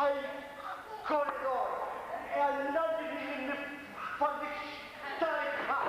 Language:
Sicilian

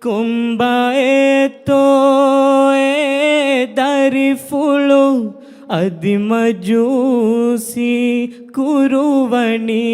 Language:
Divehi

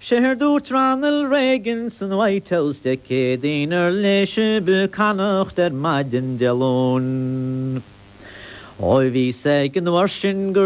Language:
Irish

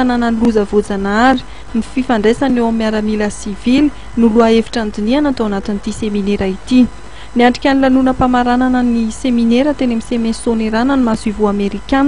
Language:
Malagasy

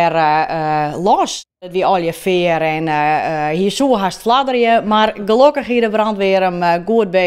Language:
Western Frisian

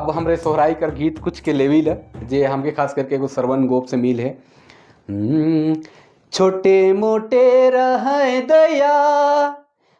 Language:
Sadri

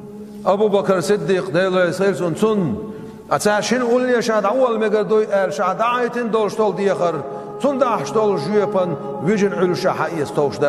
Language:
Chechen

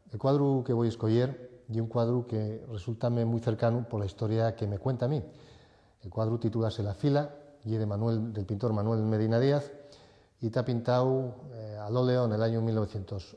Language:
Asturian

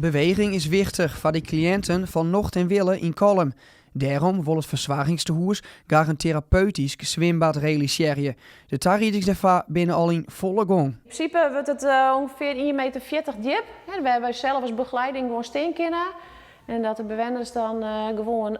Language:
Western Frisian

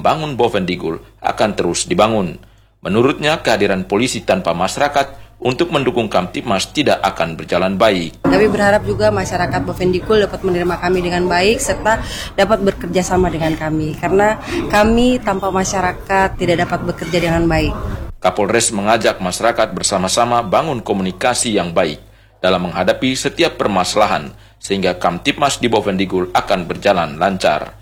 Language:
Indonesian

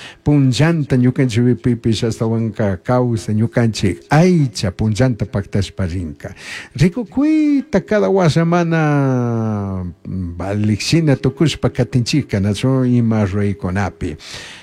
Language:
Chimborazo Highland Quichua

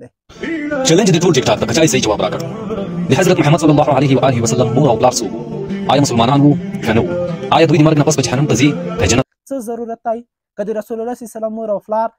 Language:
Pashto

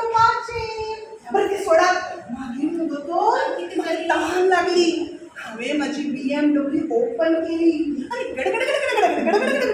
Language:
Konkani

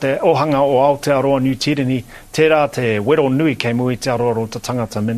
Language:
Māori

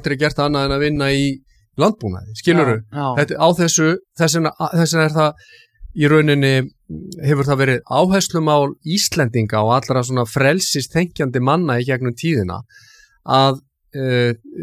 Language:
Icelandic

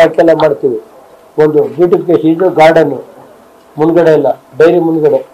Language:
Kannada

